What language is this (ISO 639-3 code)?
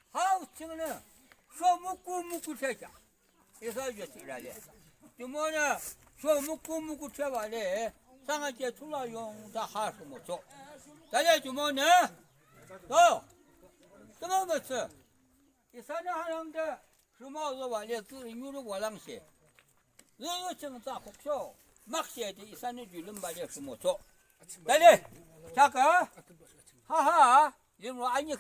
yim